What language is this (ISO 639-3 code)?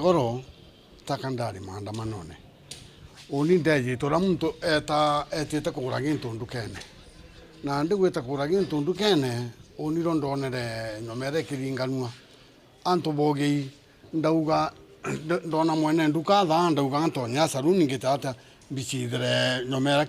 mer